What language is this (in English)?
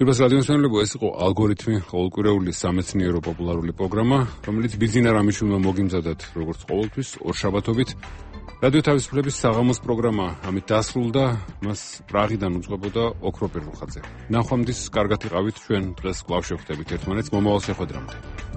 Georgian